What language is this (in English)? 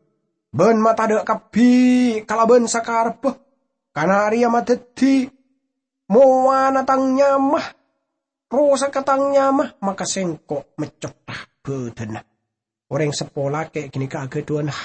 Madurese